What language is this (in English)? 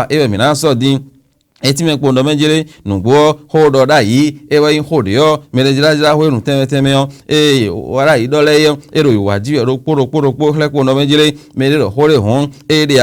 Fon